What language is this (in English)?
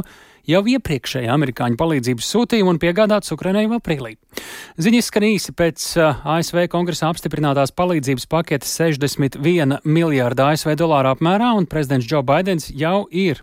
Latvian